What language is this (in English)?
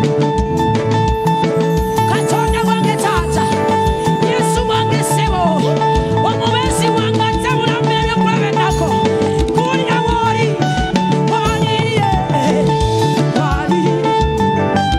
Ganda